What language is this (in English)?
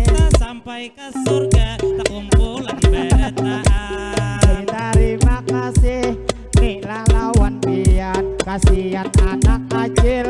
Banjar